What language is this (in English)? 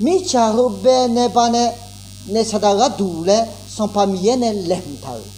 Akha